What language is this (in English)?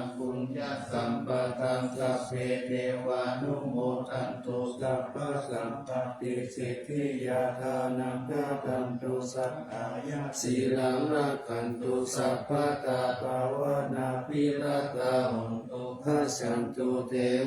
Pali